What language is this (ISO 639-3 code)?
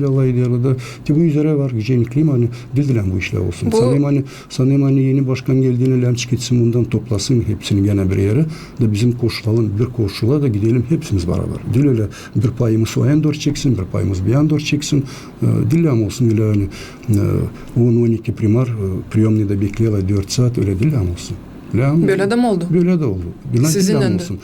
gag